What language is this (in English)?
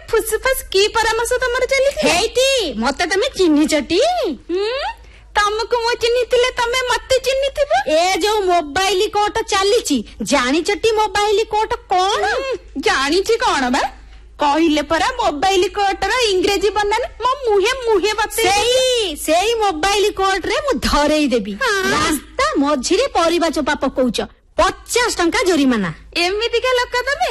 Odia